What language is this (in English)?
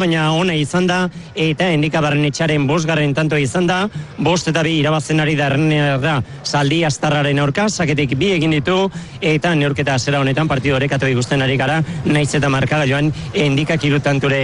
Basque